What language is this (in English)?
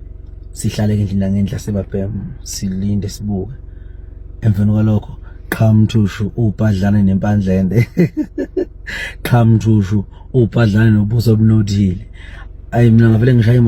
Zulu